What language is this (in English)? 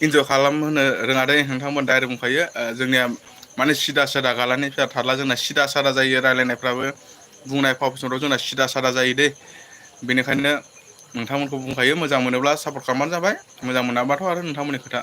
Bodo